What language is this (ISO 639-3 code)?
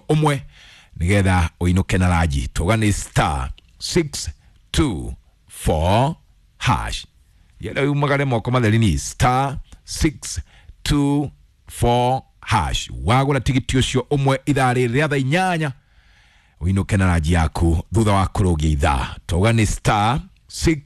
kik